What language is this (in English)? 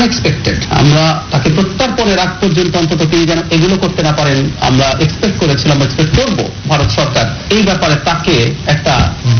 Bangla